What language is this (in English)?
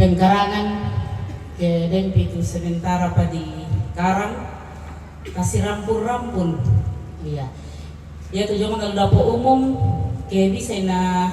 Toraja-Sa'dan